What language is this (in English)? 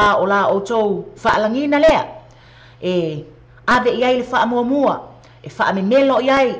Samoan